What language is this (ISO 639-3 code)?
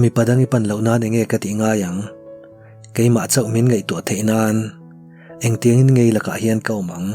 lus